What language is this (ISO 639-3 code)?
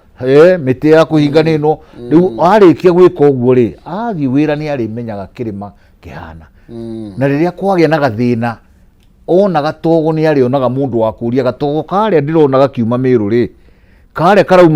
kik